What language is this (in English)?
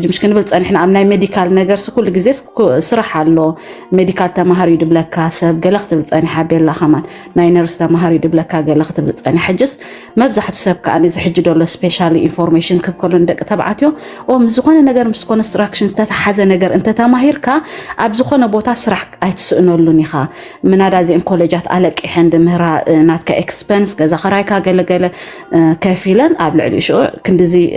Tigrinya